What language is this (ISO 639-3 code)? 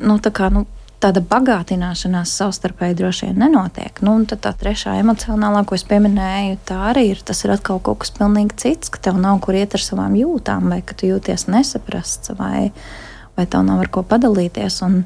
lav